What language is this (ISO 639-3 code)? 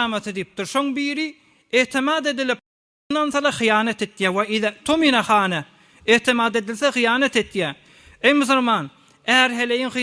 tuk